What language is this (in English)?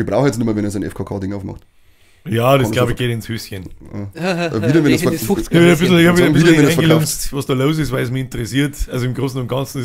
Bavarian